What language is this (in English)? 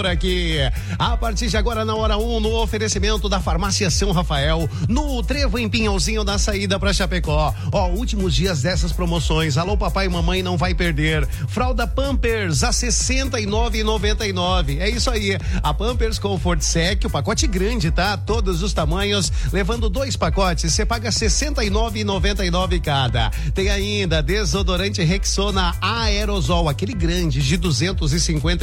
Portuguese